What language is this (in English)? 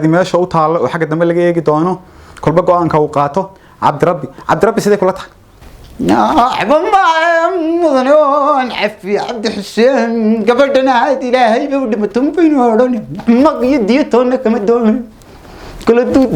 Somali